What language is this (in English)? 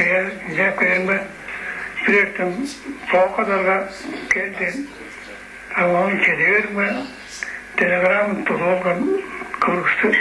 Tuvinian